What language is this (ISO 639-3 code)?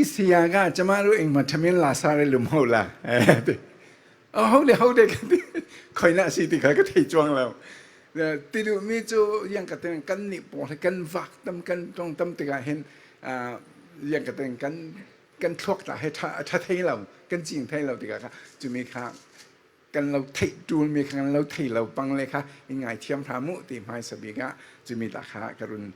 cfm